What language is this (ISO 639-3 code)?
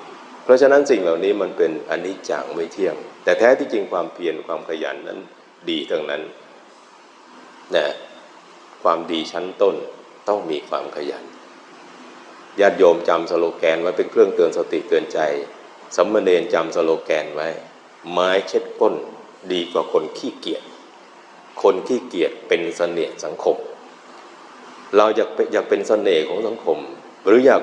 tha